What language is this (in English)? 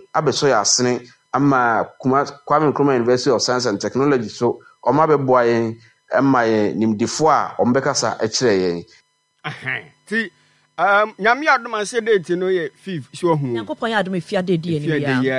Akan